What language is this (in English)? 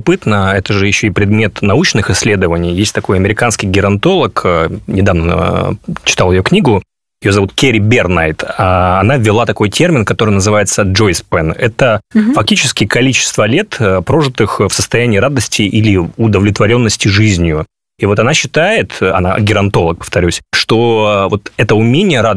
Russian